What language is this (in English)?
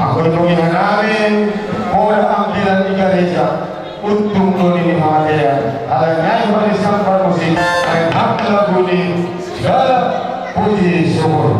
Batak Simalungun